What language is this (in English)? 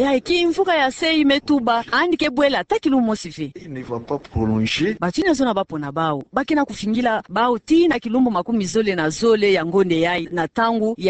Kituba (Democratic Republic of Congo)